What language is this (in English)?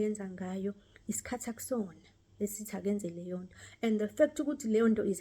Zulu